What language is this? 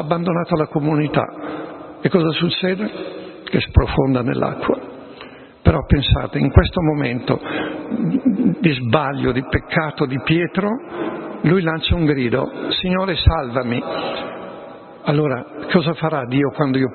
Italian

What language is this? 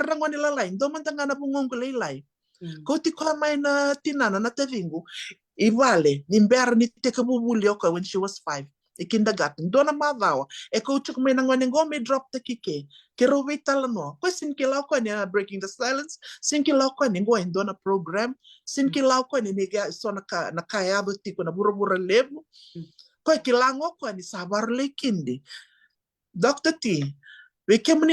Fijian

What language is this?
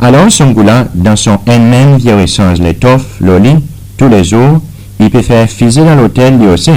Seselwa Creole French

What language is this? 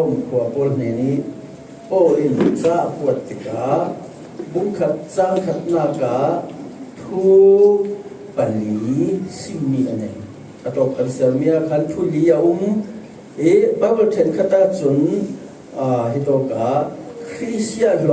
Falam Chin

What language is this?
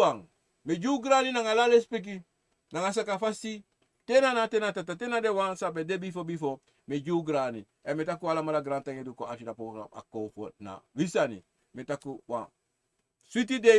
Sranan Tongo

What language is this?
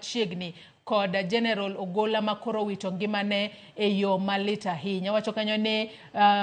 Luo (Kenya and Tanzania)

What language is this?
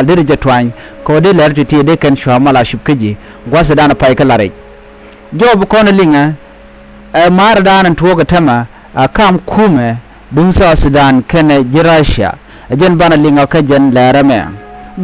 Nuer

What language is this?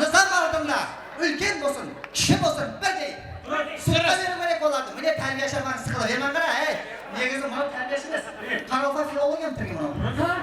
Kara-Kalpak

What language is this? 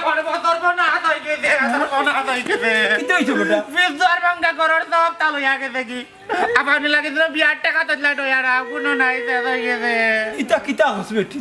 Sylheti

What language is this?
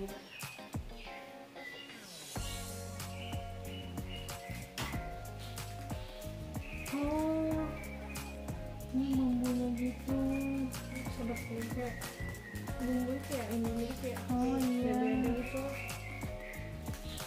Indonesian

